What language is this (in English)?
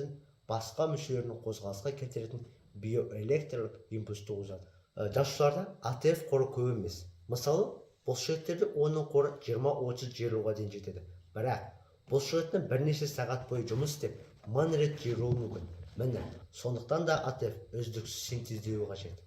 Kazakh